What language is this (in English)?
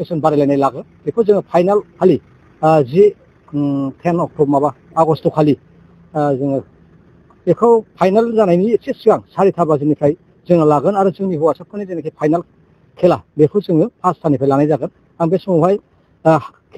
Bodo